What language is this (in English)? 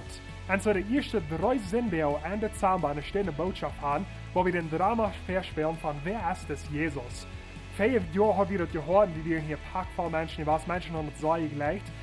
Plautdietsch